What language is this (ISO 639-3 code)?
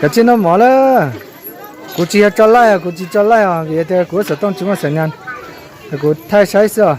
hmn